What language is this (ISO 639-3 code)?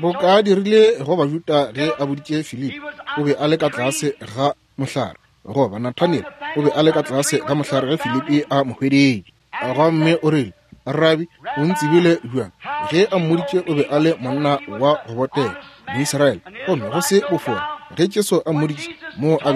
nso